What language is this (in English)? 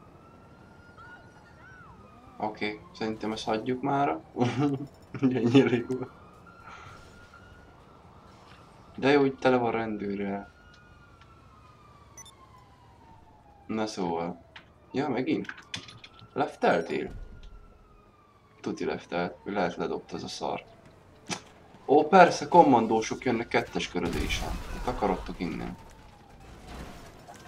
Hungarian